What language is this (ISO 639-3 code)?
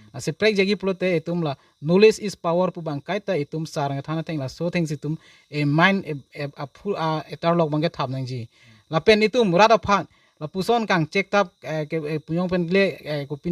mjw